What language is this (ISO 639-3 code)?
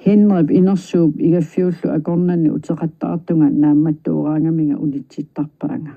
kal